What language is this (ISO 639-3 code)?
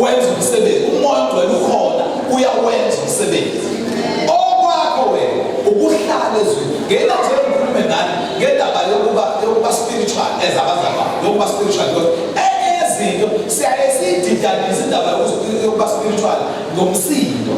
zul